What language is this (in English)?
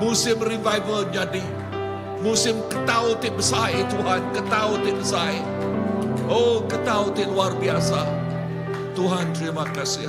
Iban